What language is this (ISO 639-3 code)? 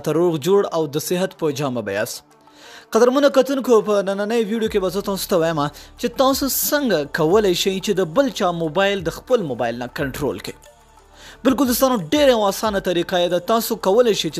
pus